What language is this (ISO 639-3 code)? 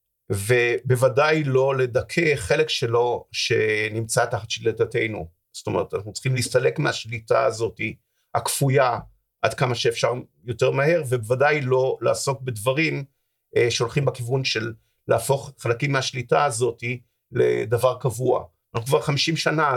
heb